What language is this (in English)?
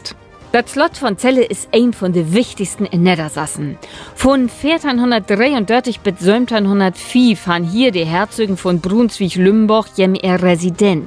Low German